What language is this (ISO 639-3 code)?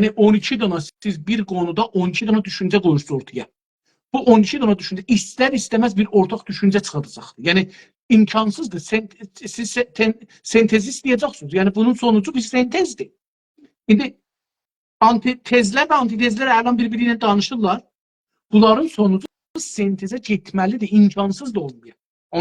azb